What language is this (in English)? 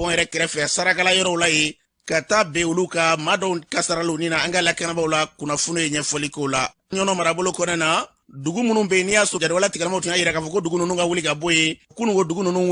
Bambara